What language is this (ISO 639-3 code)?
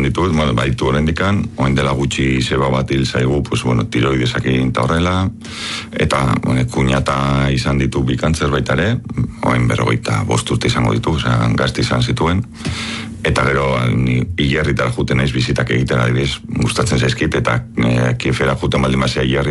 eus